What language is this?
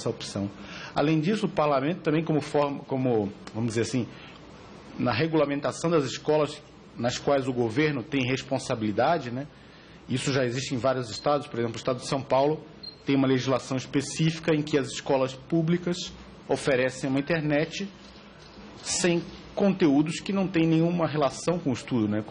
Portuguese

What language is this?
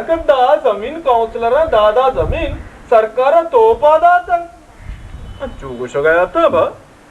Baluchi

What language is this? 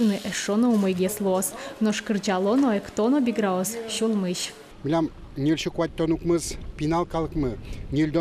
Udmurt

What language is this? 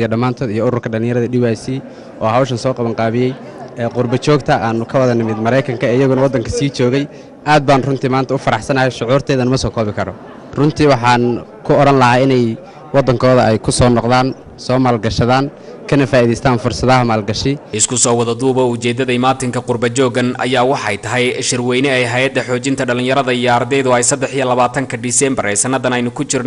Somali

